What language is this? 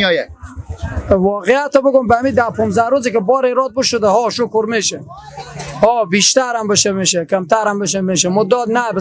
Persian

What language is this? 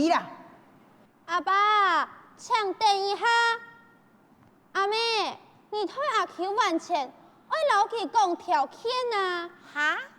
Hakka Chinese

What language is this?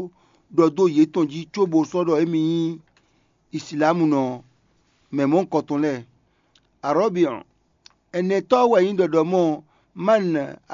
Fon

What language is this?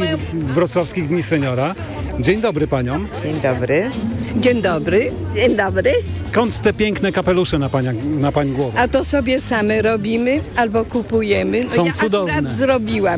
Polish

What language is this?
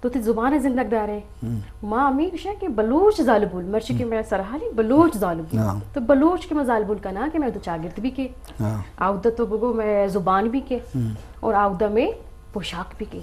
Eastern Balochi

